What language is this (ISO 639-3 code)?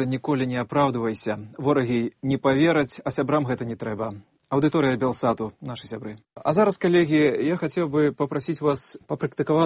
bel